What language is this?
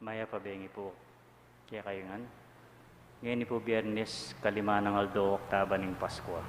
Pampanga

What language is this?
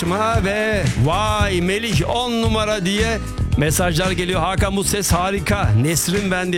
Turkish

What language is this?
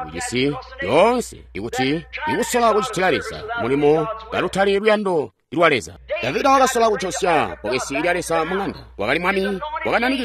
Tonga (Zambia)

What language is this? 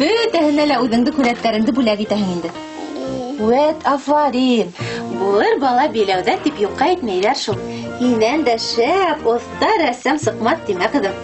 Bashkir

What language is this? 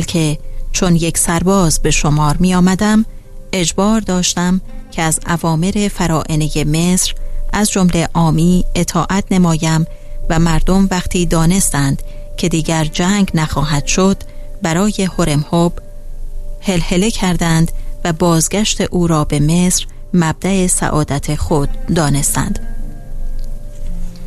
Persian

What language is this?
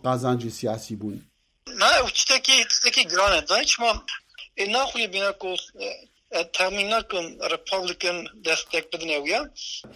Kurdish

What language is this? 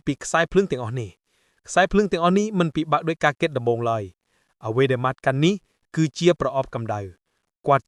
Khmer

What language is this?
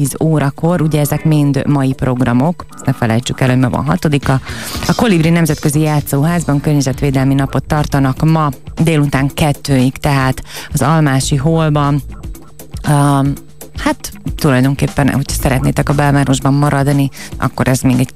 Hungarian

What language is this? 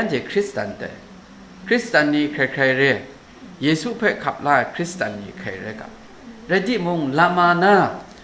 Kachin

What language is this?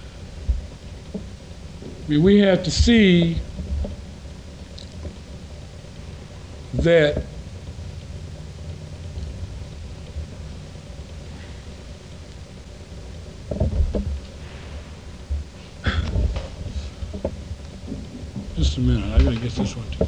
English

